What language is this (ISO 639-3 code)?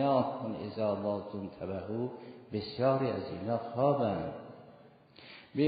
fas